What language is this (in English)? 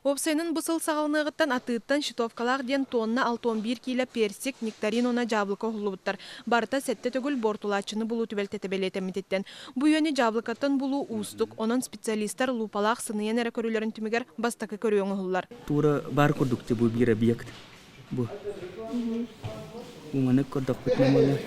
Yakut